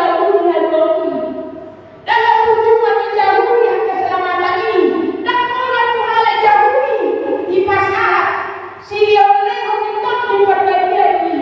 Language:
Batak Toba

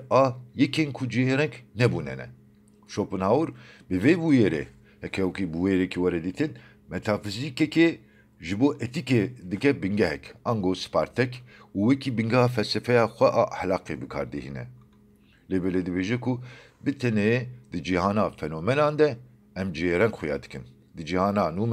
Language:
Kurdish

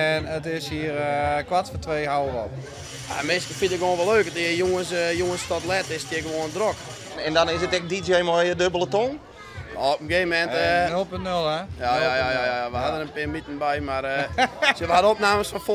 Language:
Western Frisian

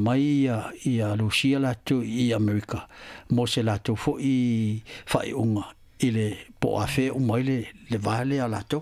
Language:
Samoan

